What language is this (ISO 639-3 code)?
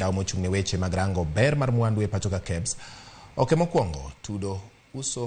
luo